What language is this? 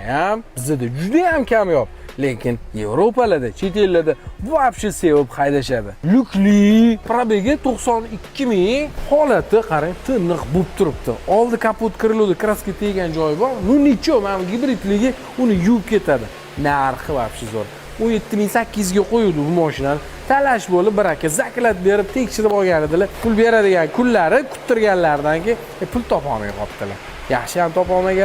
Uzbek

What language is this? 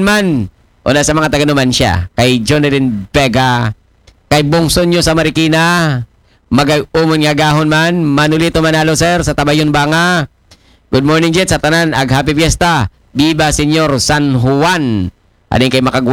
Aklanon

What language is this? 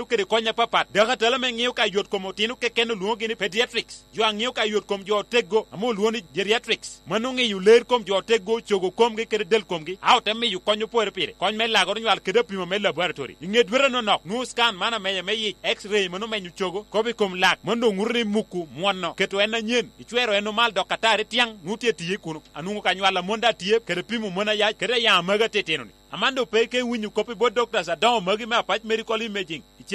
Lango (Uganda)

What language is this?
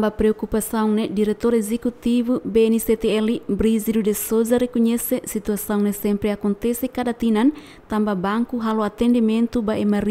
Tetum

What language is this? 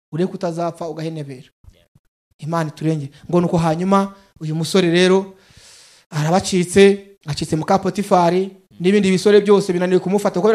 Kinyarwanda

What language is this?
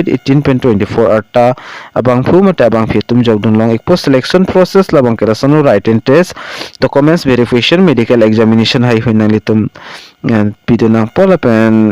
Karbi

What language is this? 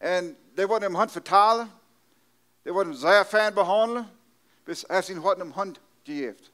Plautdietsch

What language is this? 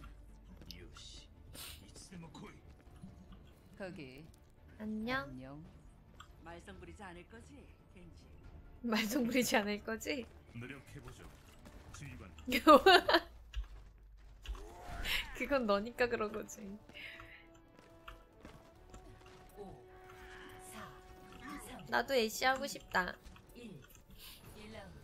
Korean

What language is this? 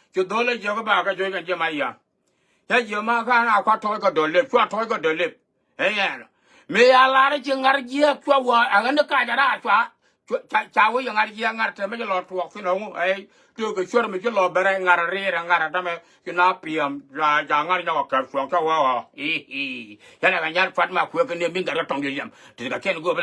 Nuer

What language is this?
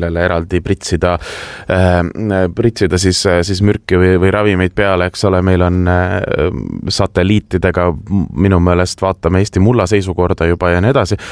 Estonian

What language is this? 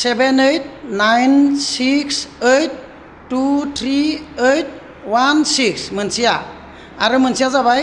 Bodo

